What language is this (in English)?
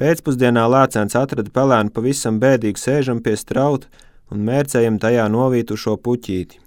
Latvian